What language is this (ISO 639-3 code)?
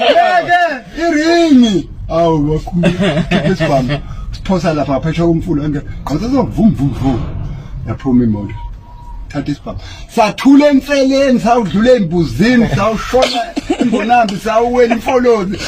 zul